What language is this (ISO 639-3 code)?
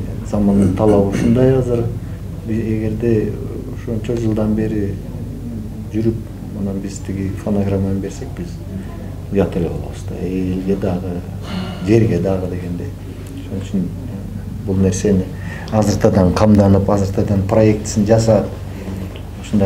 kir